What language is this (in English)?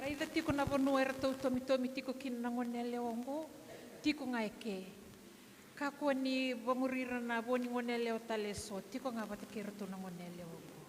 Fijian